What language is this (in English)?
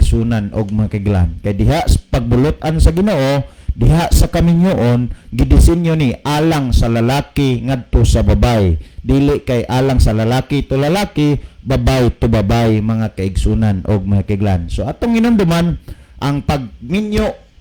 Cebuano